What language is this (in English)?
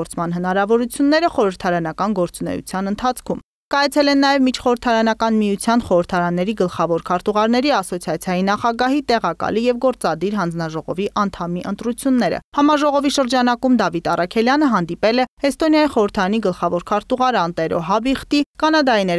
Armenian